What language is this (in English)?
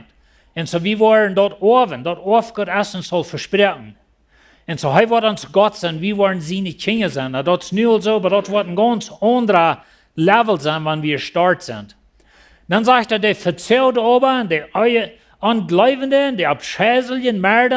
Plautdietsch